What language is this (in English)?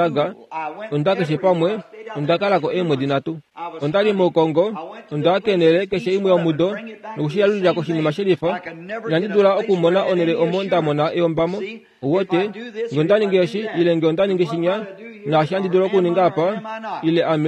Kuanyama